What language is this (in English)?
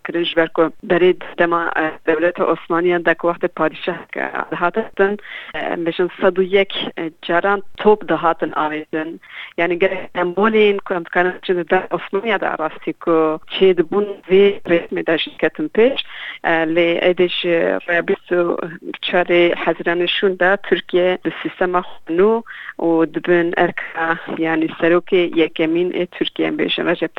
Kurdish